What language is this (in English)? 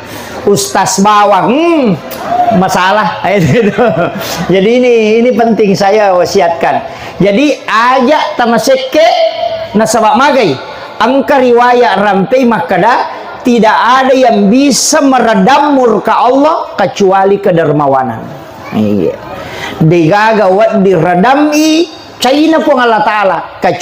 Buginese